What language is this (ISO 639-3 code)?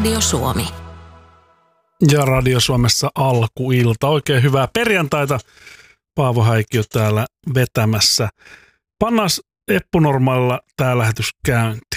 fin